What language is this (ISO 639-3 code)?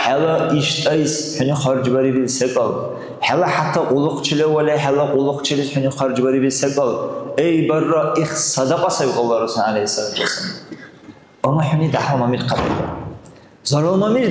dar